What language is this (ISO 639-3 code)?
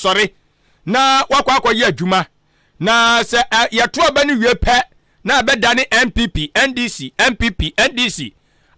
aka